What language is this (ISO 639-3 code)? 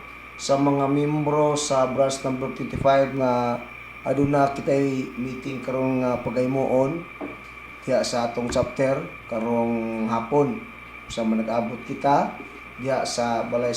ceb